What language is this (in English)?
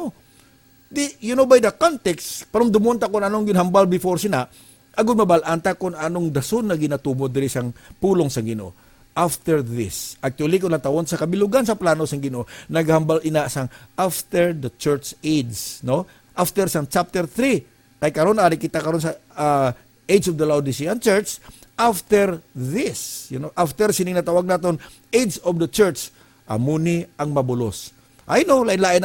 Hiligaynon